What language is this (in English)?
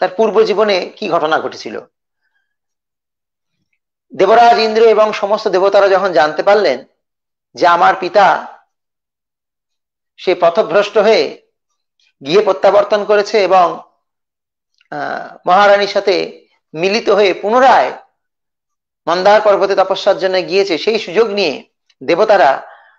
Bangla